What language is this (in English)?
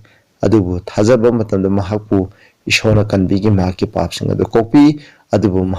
Manipuri